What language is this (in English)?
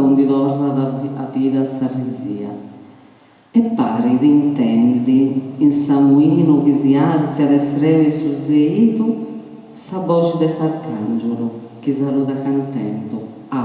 Sardinian